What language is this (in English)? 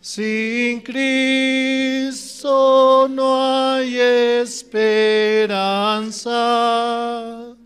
South Bolivian Quechua